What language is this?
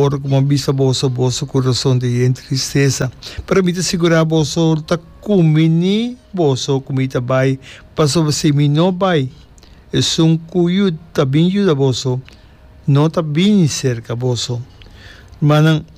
Papiamento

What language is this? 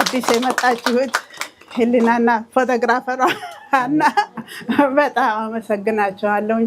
Amharic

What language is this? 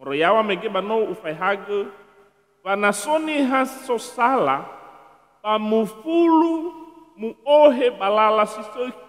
Nias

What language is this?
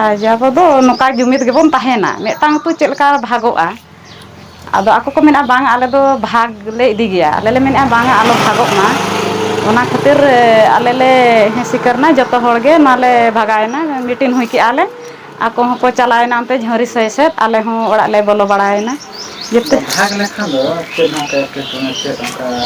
Santali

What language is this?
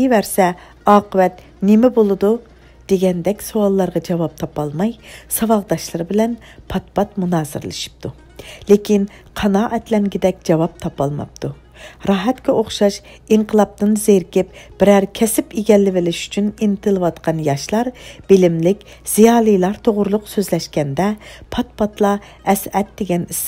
Uyghur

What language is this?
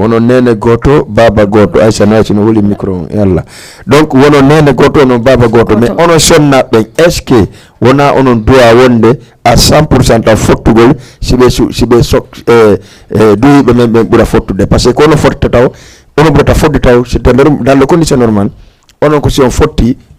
Fula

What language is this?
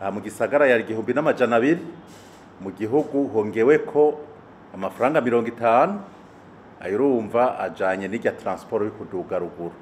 Rundi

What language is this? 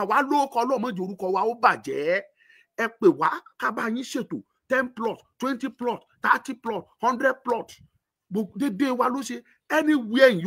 Yoruba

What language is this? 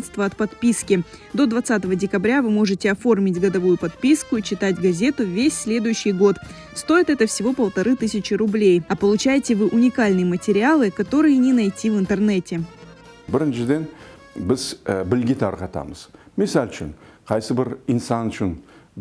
Crimean Tatar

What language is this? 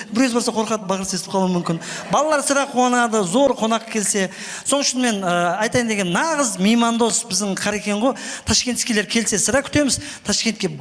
Kara-Kalpak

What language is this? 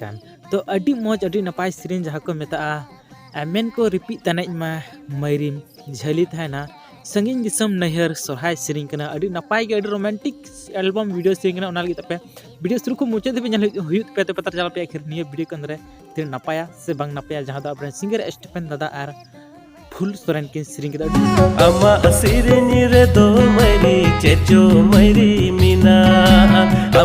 Santali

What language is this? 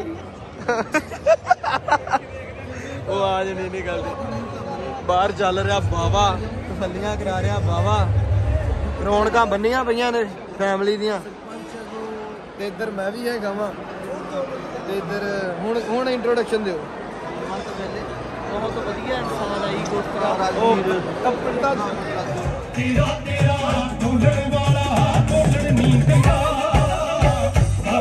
Punjabi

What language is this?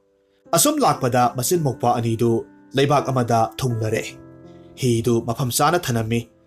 Manipuri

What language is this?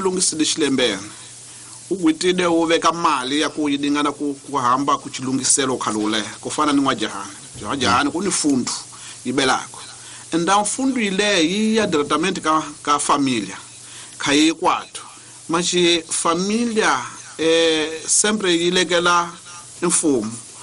Tsonga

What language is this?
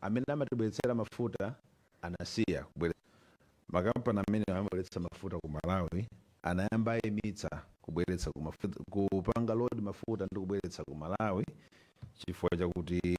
Nyanja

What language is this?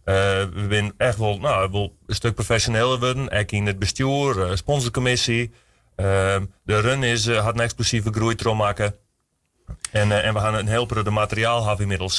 Western Frisian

